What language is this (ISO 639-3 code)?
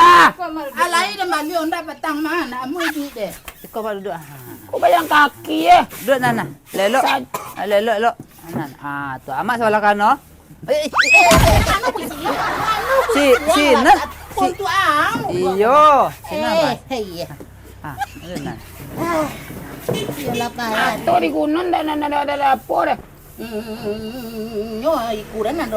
min